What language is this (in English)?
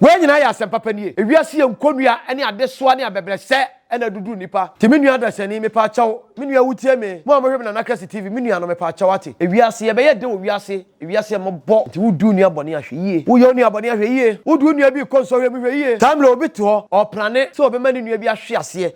Akan